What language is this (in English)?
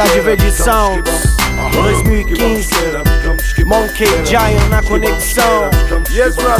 Portuguese